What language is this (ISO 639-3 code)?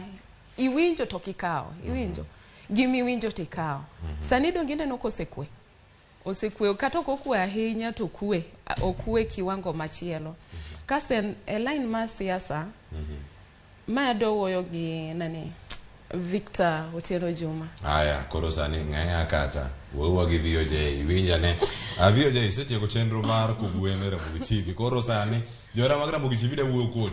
luo